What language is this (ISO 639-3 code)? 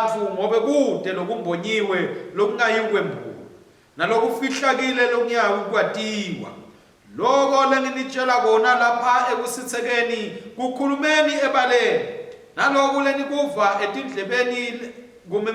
ssw